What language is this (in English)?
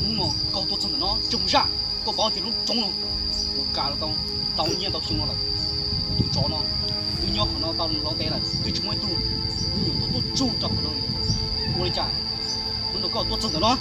Hmong